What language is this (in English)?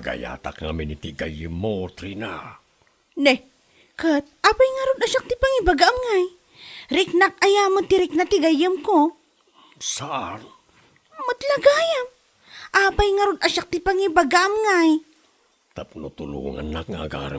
Iloko